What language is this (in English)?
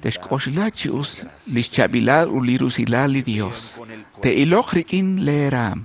Kekchí